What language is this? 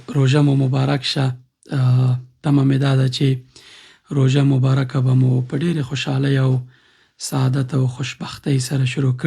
Pashto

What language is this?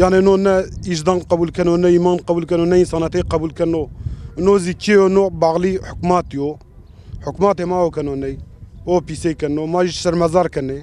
Zaza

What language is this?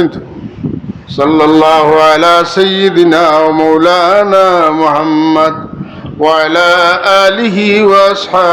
Sylheti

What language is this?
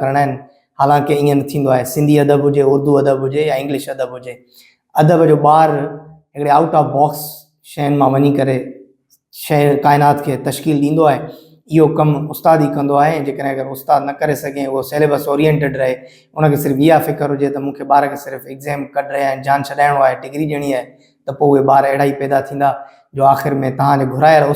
Sindhi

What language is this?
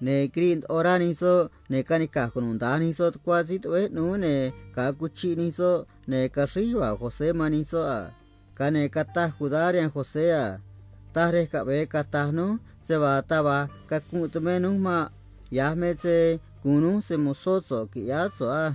Copala Triqui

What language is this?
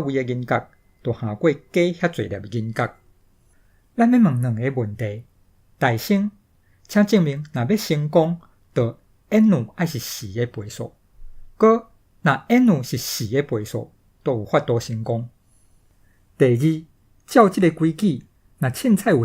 Min Nan Chinese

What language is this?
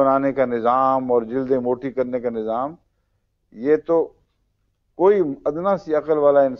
Urdu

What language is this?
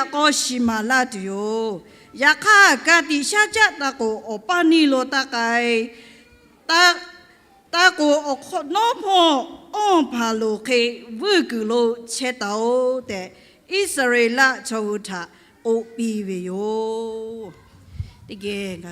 Lahu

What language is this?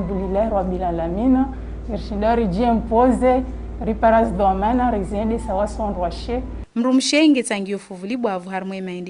Ngazidja Comorian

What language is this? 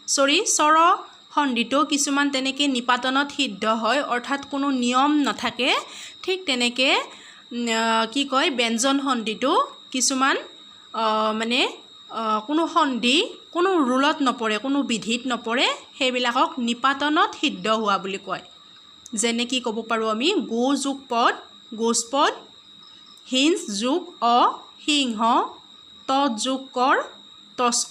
Assamese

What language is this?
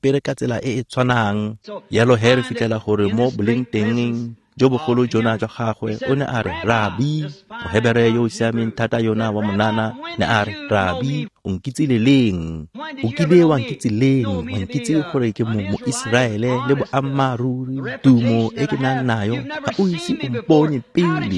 Tswana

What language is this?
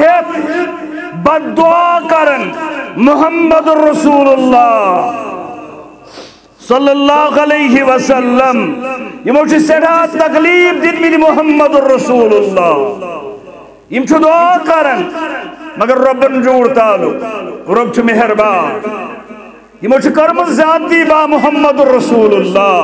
Kashmiri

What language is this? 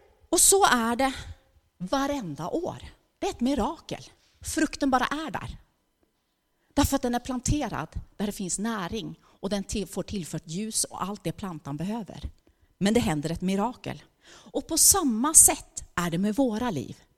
Swedish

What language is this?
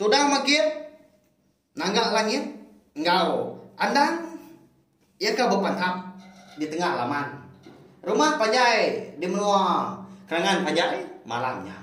Iban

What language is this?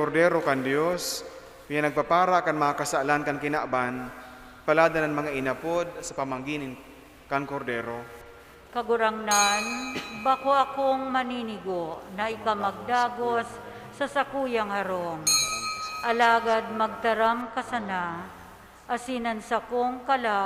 Bikol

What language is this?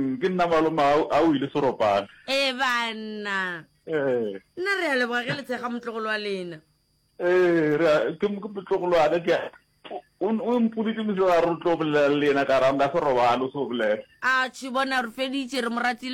Northern Sotho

